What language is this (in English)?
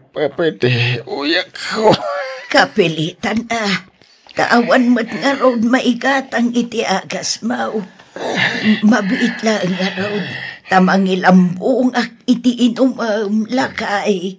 Iloko